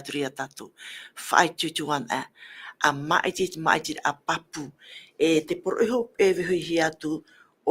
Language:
Tahitian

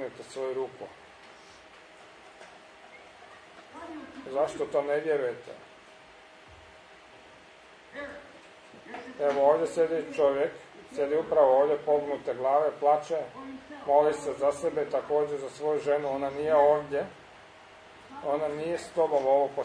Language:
Croatian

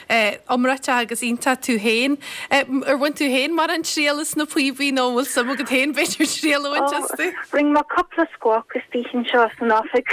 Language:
Irish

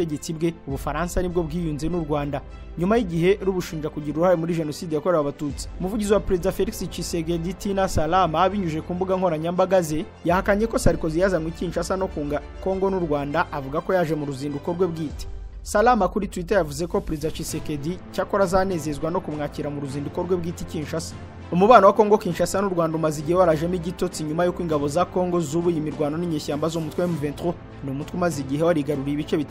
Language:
Kinyarwanda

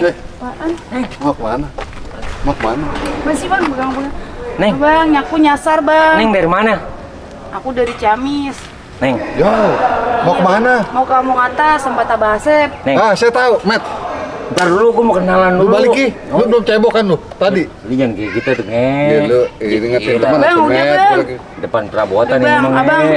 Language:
Betawi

